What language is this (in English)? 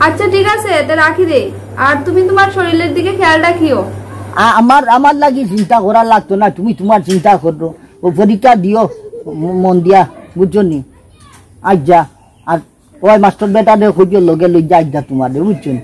Sylheti